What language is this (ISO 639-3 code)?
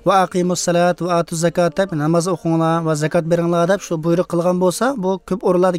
uig